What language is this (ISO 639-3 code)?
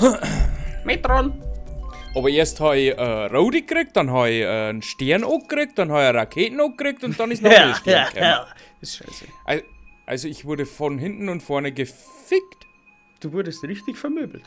bar